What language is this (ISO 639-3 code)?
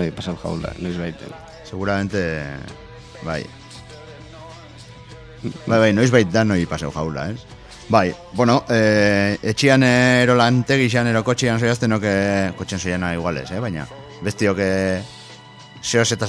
eus